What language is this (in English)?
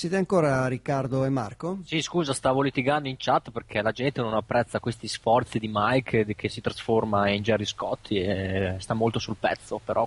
Italian